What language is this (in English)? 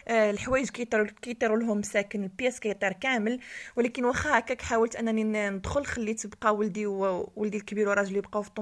Moroccan Arabic